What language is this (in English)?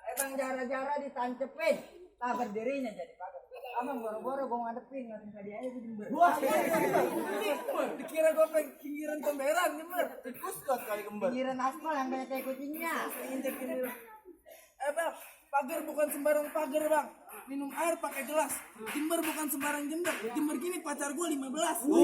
Betawi